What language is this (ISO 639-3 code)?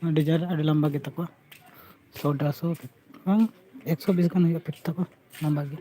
sat